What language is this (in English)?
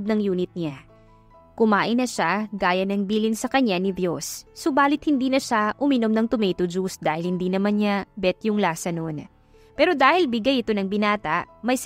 Filipino